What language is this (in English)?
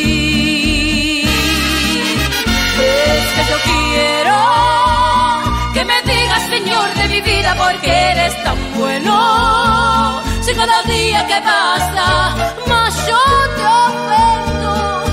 Spanish